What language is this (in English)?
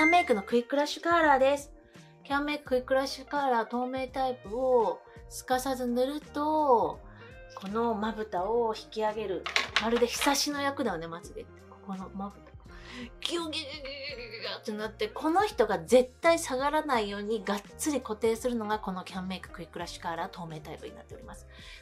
Japanese